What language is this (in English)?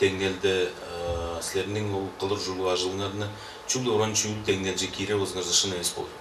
Tuvinian